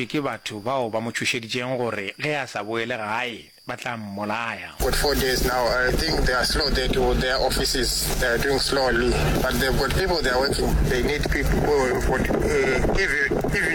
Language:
Northern Sotho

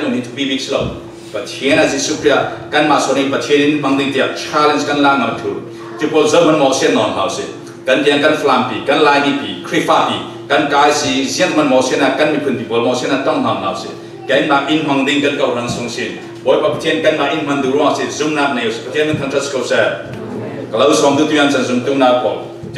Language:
Falam Chin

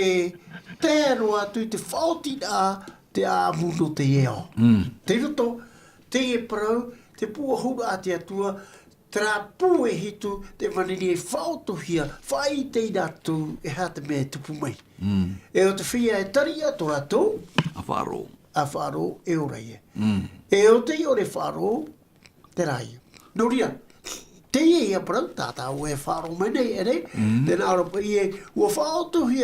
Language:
Tahitian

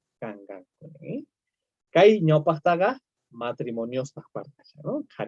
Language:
South Bolivian Quechua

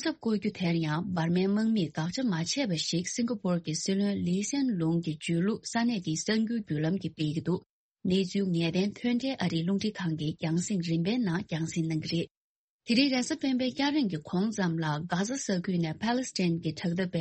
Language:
Tibetan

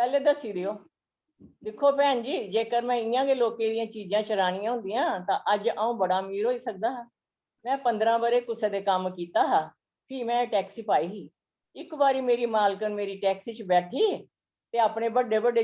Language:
Dogri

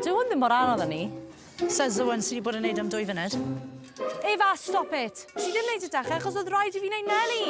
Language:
Welsh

